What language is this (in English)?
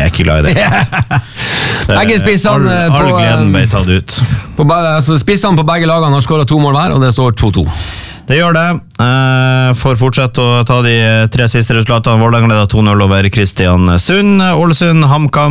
Norwegian